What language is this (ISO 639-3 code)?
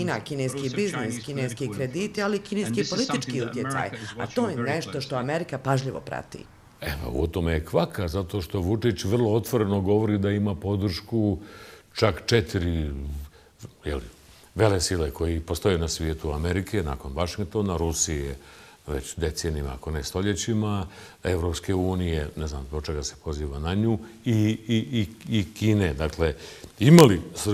bos